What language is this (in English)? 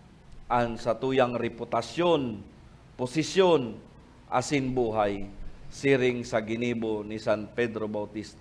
Bikol